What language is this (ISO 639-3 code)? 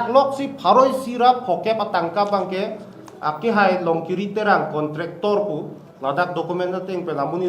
mjw